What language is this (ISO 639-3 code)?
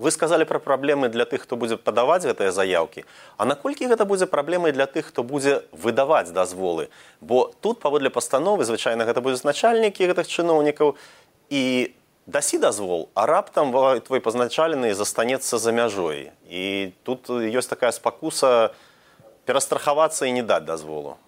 bel